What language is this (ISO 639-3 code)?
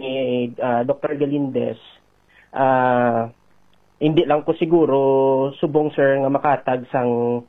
hil